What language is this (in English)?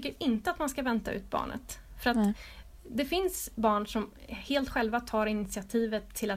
Swedish